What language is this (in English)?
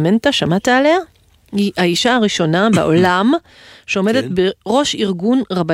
Hebrew